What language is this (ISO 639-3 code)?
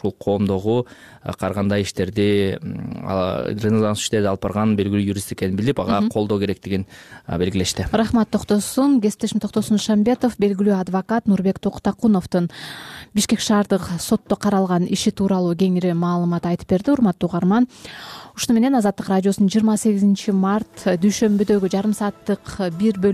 kir